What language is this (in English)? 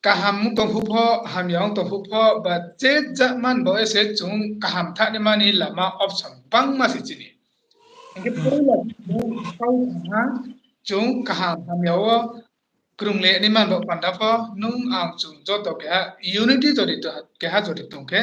Riang (India)